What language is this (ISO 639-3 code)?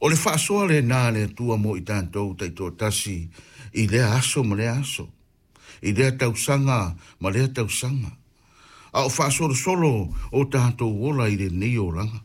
smo